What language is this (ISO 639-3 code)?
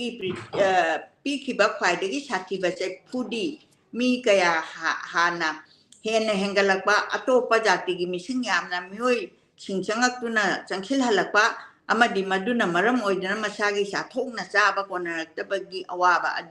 mni